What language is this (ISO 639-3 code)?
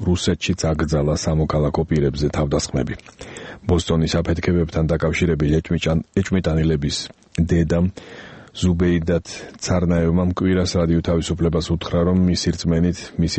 kat